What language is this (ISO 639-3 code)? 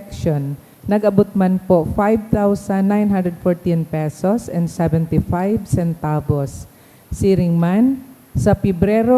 bik